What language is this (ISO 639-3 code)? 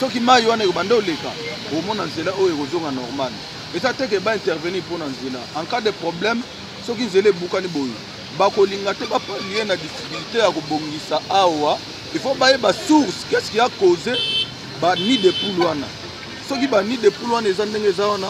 lin